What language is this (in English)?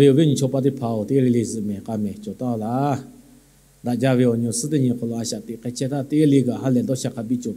Lahu